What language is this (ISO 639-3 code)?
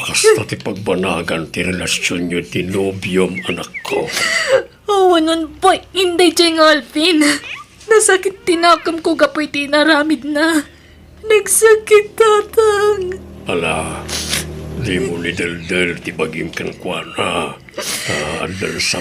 ilo